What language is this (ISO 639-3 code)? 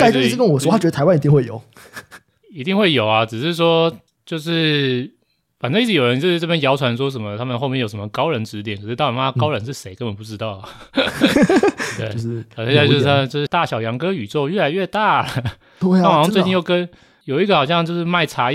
zho